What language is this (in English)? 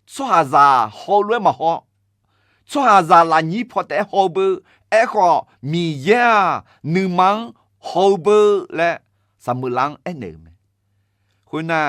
Akha